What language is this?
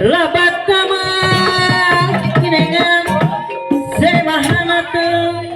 Sundanese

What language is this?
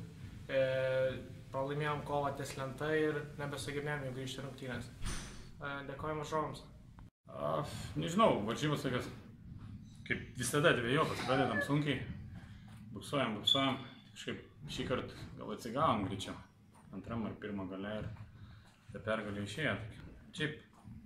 Lithuanian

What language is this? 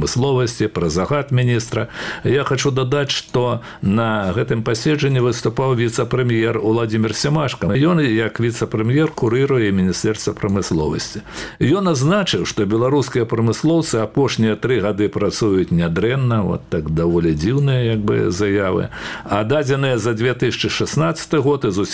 Belarusian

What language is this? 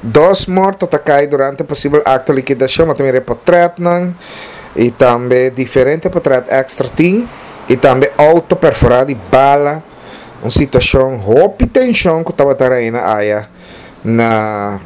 Papiamento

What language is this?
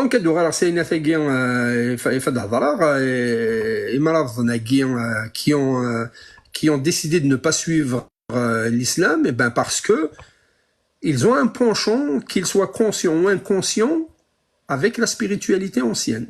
Kabyle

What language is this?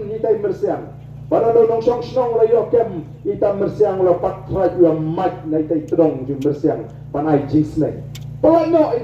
Khasi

